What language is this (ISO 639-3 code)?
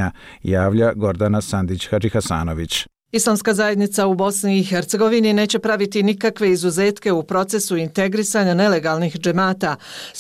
bos